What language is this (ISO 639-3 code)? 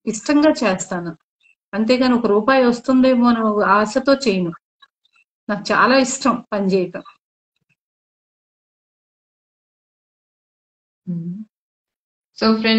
tel